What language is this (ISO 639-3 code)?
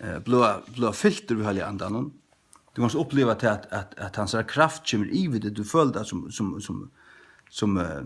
fao